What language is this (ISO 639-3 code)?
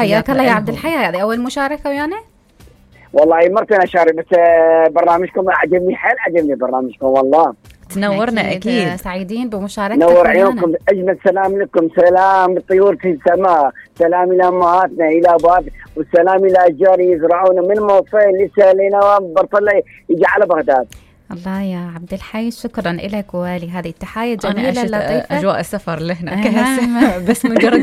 acm